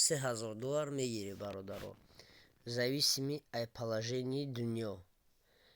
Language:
Tajik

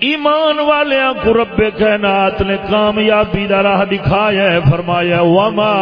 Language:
Saraiki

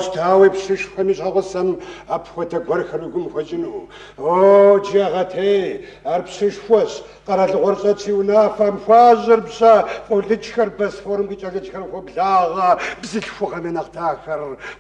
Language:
Kabardian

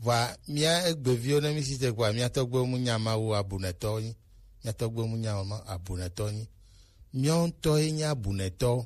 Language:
Gen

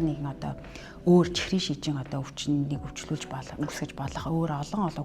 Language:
Mongolian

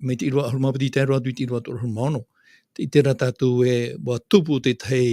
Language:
Tahitian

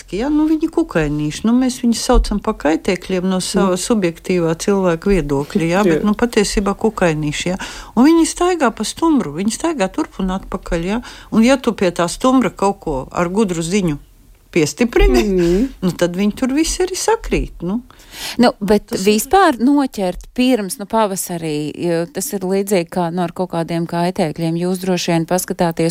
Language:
Latvian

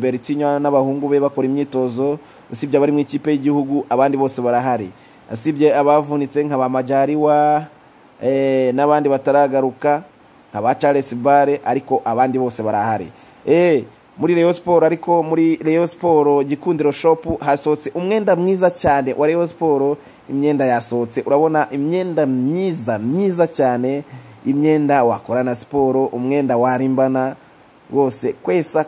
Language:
Kinyarwanda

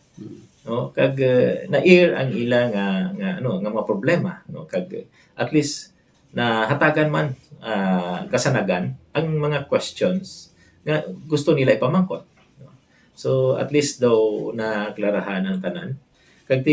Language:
Hiligaynon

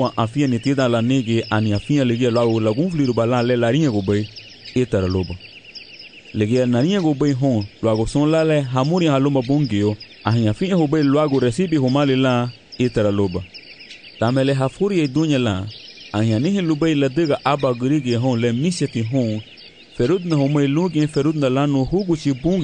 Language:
Garifuna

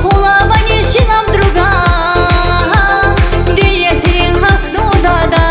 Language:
Tabassaran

